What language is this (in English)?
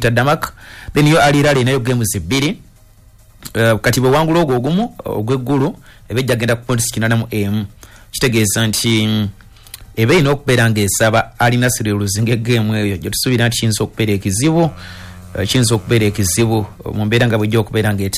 Ganda